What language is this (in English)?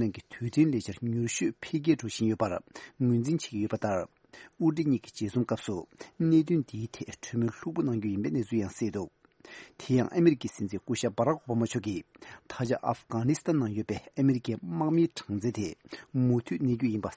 Tibetan